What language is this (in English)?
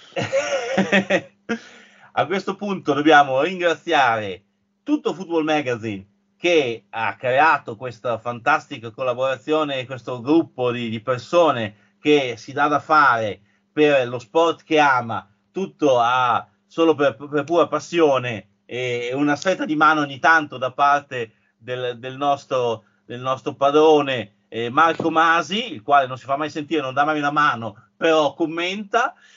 Italian